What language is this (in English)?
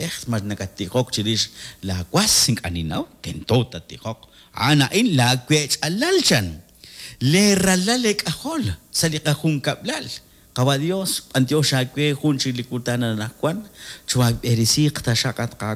Kekchí